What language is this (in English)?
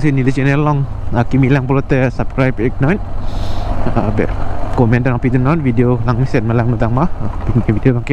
Karbi